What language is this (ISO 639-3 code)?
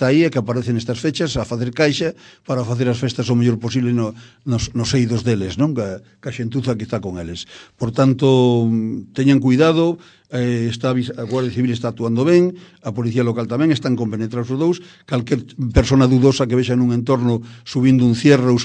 glg